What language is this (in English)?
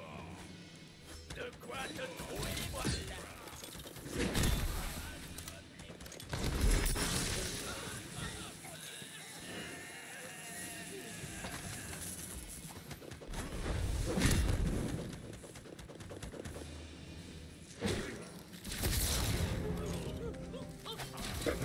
French